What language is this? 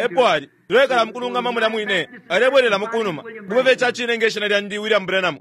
Bemba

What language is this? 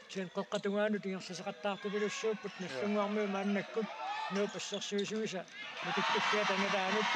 Kalaallisut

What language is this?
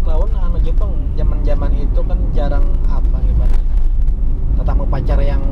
Banjar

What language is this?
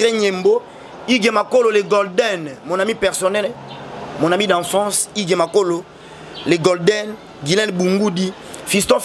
Lingala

